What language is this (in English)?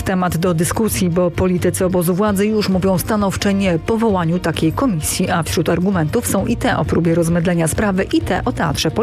Polish